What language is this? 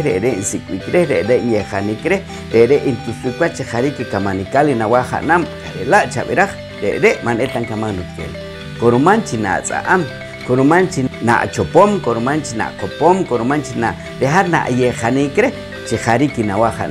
Poqomchi'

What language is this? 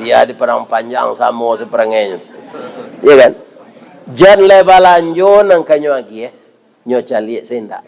Minangkabau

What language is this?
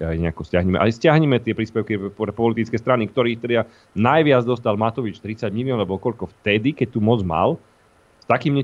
Slovak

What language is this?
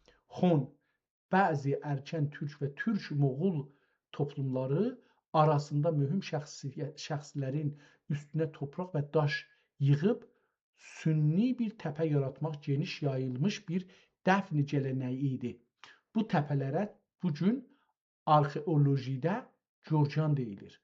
South Azerbaijani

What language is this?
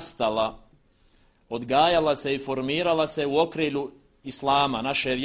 Bosnian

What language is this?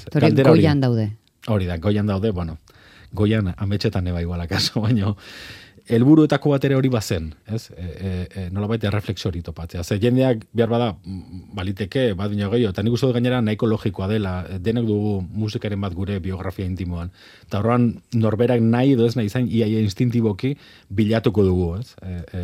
Basque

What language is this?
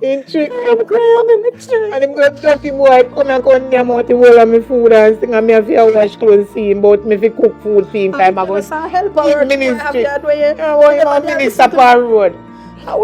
Jamaican Creole English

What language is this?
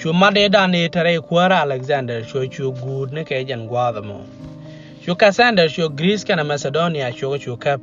Nuer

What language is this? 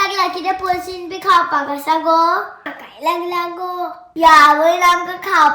Konkani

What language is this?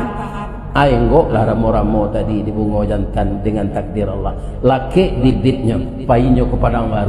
Minangkabau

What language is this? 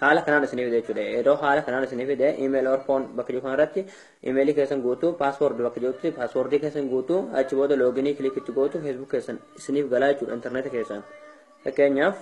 Oromo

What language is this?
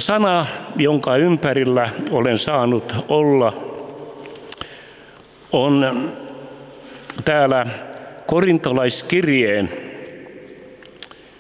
Finnish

